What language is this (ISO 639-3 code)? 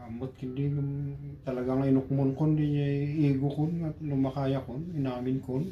ilo